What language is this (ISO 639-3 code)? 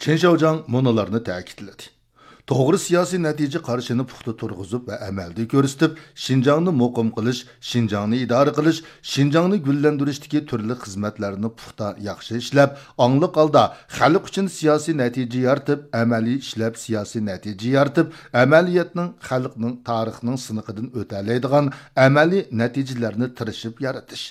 uig